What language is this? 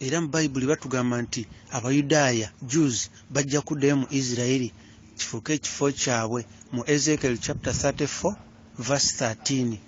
Ganda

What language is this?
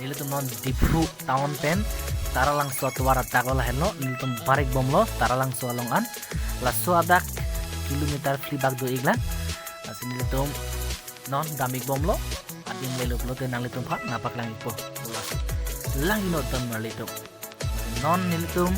Karbi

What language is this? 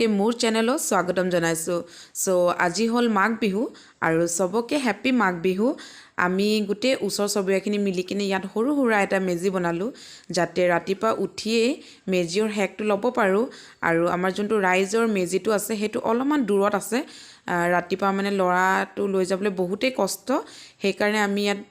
Assamese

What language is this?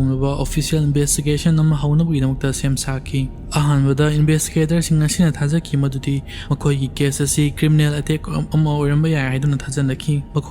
Manipuri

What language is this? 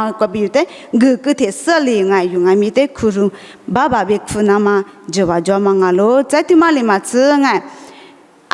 Lisu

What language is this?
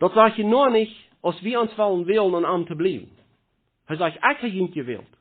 Plautdietsch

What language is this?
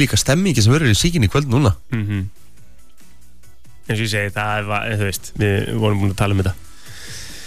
Icelandic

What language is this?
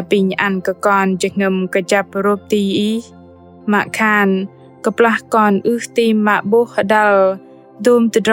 Bahnar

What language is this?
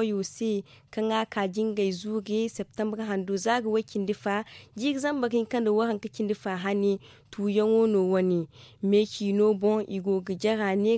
Zarma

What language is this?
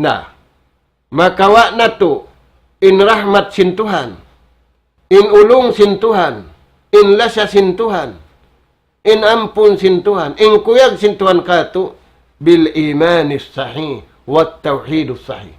Tausug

